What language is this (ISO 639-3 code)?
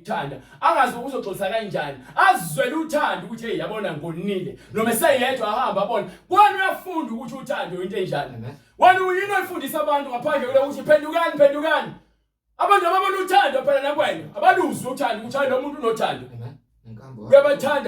zul